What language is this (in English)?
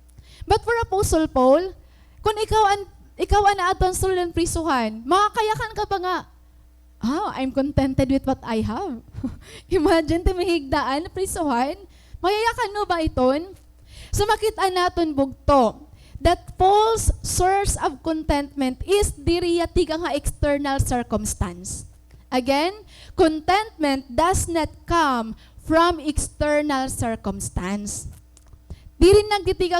Waray